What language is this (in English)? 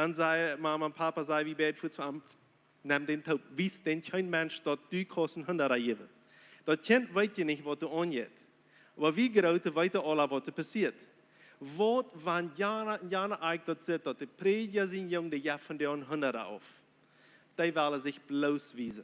Plautdietsch